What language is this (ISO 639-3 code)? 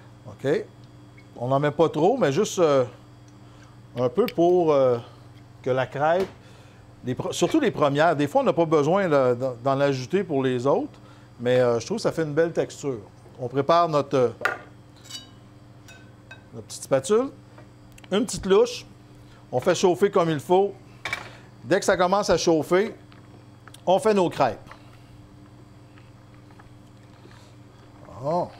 fra